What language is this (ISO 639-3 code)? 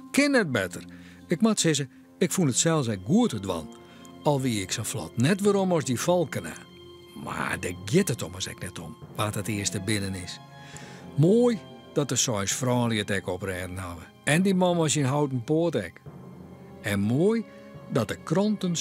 fry